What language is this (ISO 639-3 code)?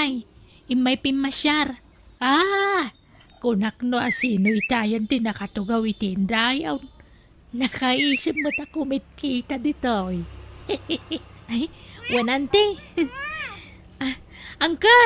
ilo